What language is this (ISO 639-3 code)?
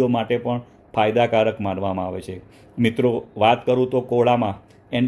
guj